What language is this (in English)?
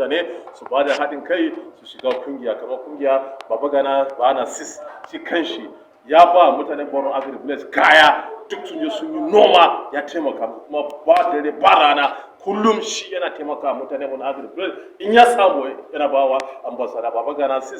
Hausa